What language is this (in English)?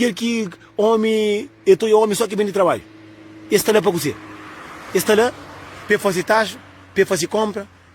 Kabuverdianu